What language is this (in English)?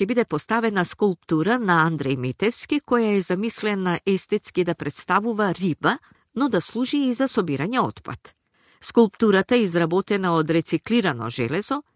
Macedonian